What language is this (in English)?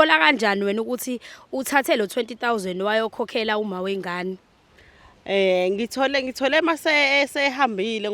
Zulu